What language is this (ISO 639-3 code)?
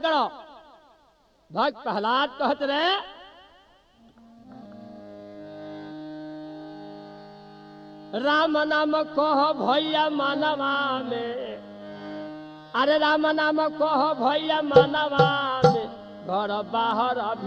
bho